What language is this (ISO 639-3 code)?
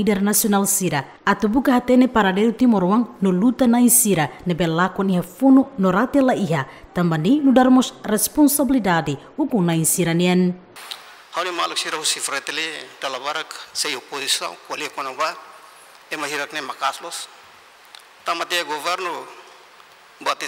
tet